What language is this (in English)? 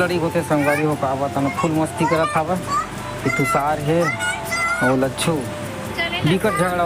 Chhattisgarhi